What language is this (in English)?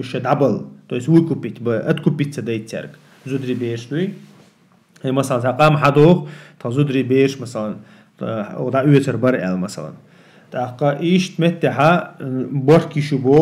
Chechen